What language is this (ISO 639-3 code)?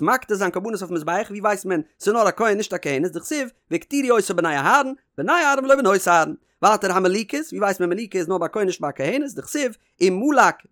yid